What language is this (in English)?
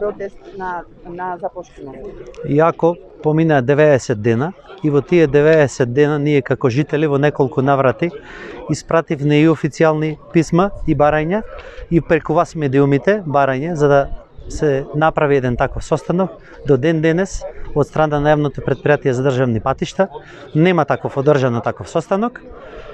Macedonian